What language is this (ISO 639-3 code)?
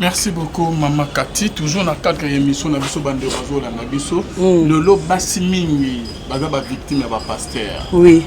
lin